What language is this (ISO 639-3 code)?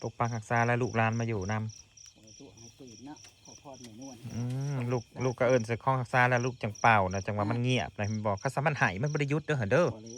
tts